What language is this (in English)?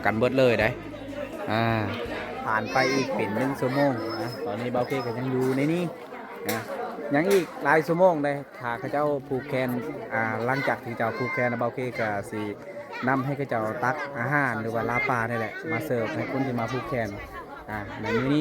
Lao